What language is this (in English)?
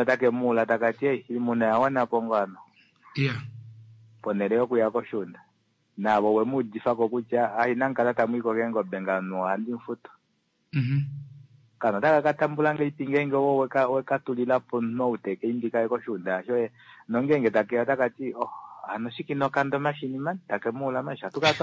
Kuanyama